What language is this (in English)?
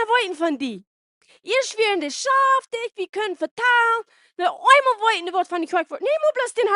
Plautdietsch